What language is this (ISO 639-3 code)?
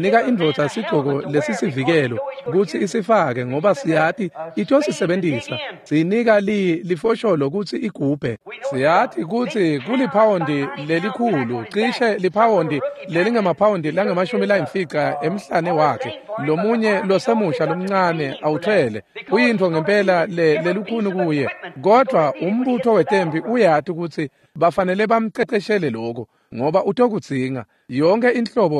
ssw